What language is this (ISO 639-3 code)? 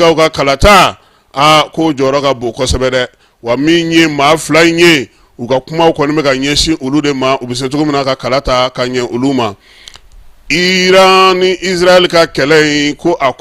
bam